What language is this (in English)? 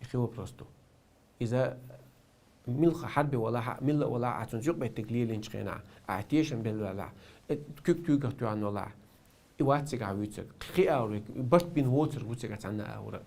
Chechen